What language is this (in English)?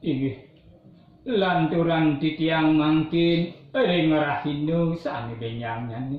Balinese